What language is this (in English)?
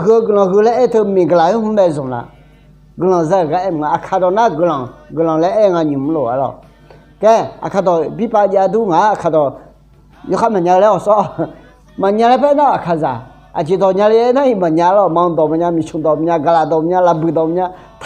Akha